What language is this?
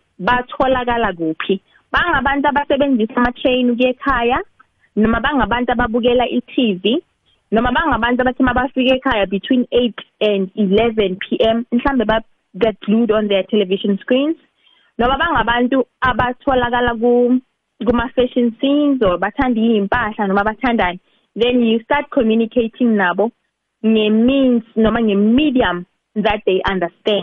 South Ndebele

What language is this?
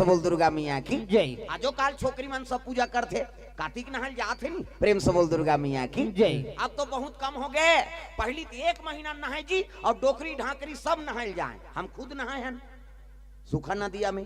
Chhattisgarhi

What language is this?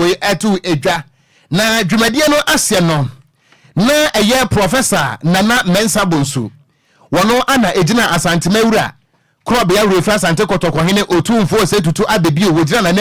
Akan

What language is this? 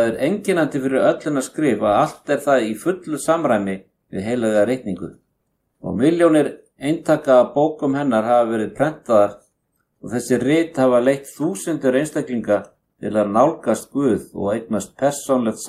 Icelandic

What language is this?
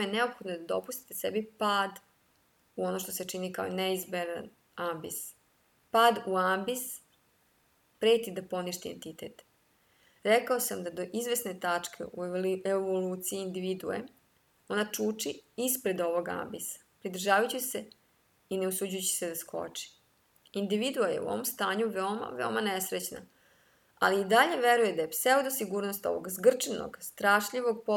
Serbian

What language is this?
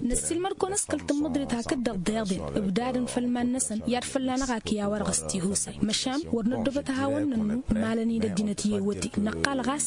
Tamasheq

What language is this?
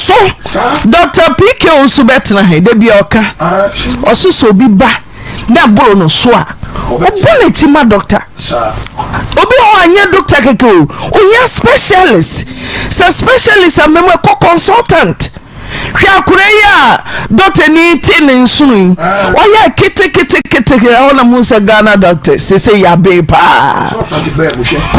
Akan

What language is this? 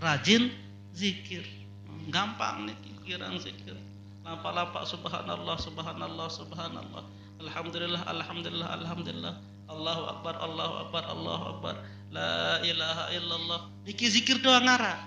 Sasak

